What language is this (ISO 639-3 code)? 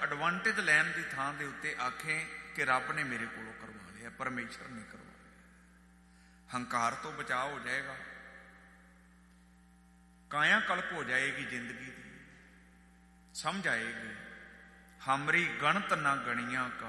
pan